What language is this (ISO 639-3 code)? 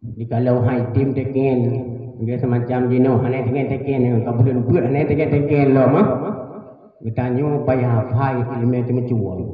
ace